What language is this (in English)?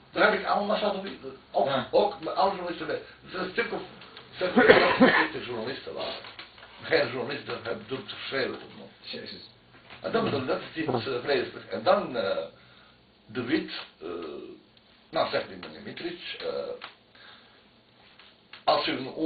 Dutch